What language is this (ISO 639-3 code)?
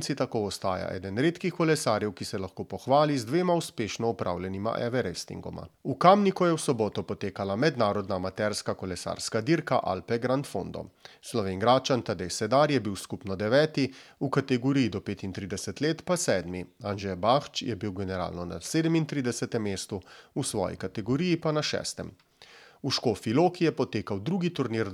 slv